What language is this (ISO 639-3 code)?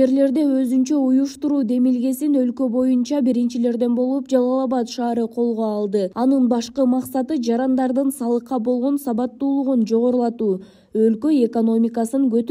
kir